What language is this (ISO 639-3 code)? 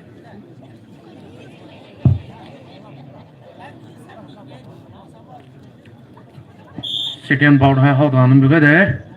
pmx